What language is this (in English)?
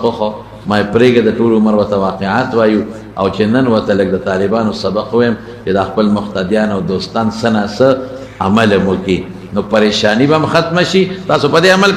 Pashto